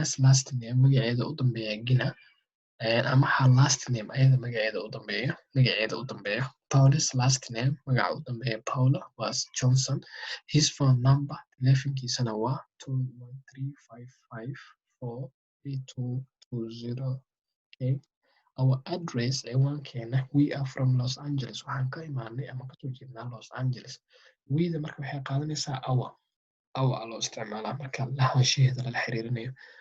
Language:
Somali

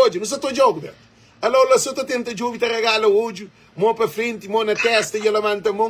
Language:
Kabuverdianu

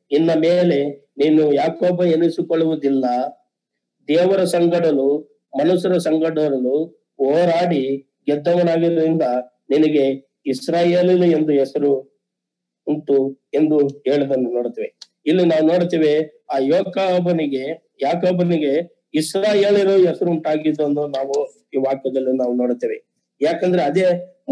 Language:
Kannada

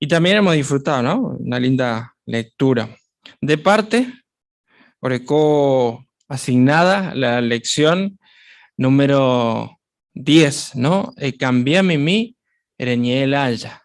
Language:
Guarani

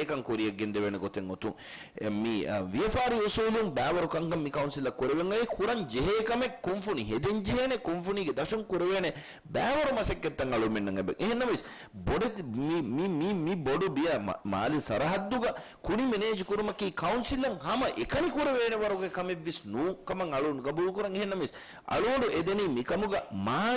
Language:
Divehi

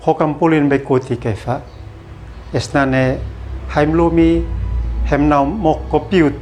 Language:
Uab Meto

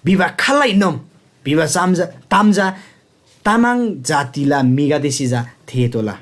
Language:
Eastern Tamang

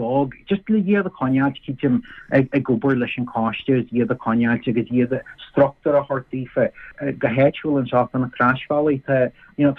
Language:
Irish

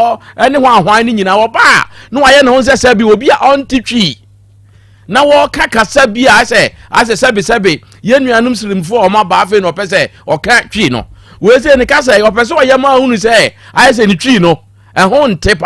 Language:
Akan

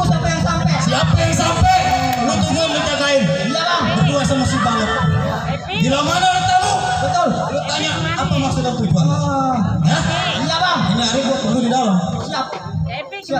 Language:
Betawi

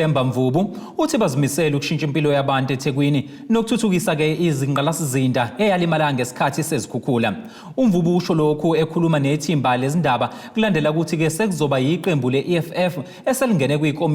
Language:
Zulu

